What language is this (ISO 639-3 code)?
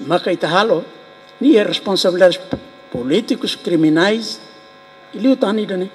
tet